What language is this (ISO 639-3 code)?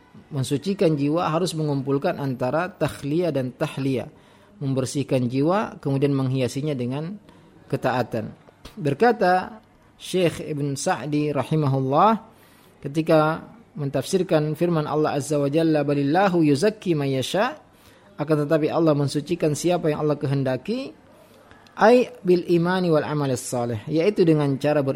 ind